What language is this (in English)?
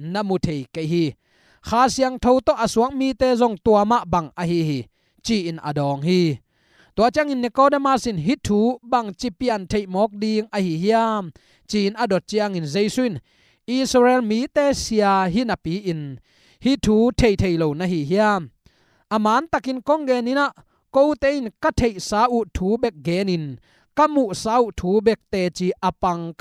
Tedim Chin